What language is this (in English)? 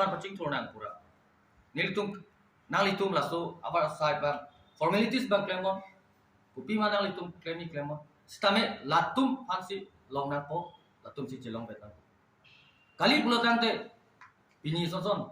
Karbi